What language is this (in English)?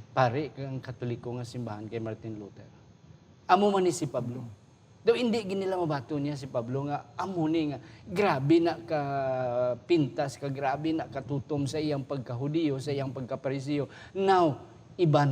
Hiligaynon